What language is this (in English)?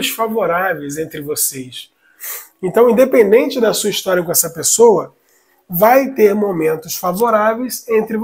Portuguese